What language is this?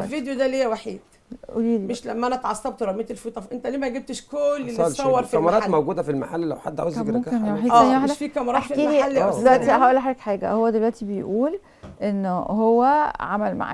Egyptian Arabic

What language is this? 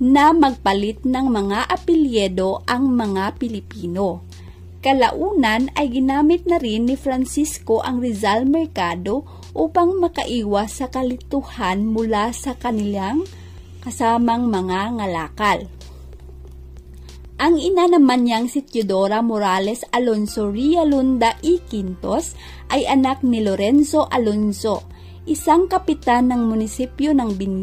Filipino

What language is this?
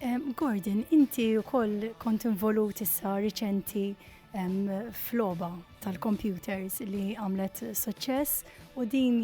Maltese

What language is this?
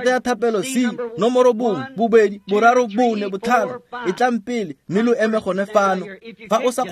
Tswana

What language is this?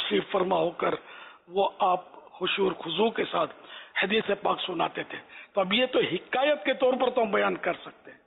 Urdu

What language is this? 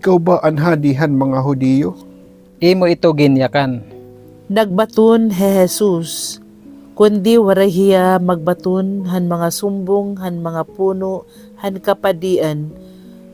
Waray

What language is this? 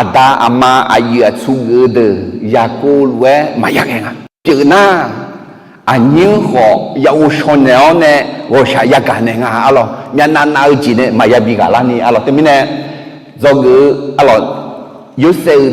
Akha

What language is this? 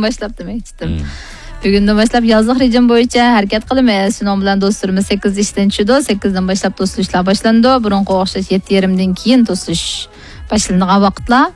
Uyghur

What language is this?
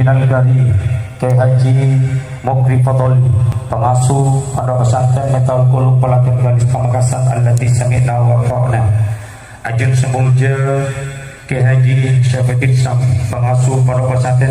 Madurese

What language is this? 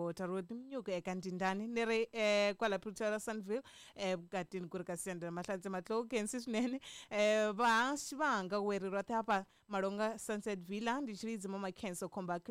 Tsonga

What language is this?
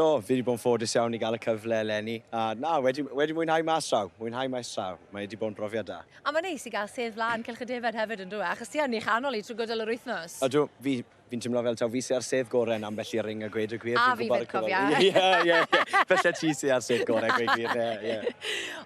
Welsh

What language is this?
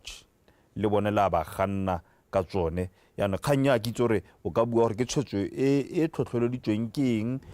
Tswana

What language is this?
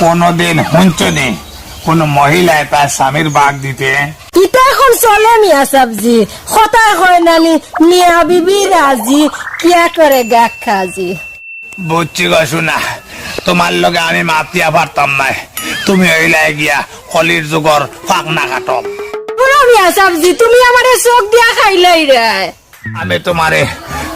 Sylheti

